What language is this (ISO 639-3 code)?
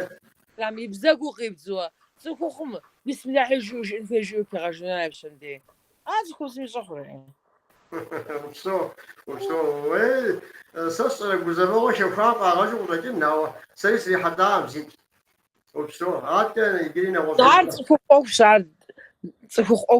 kbd